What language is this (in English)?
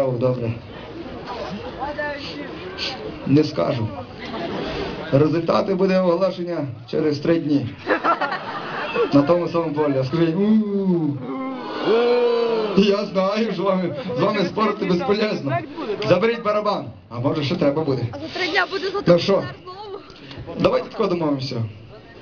Ukrainian